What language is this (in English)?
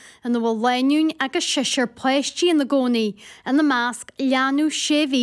Irish